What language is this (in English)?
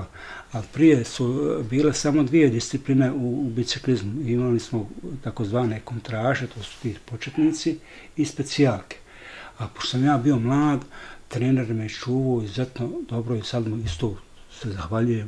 Bosnian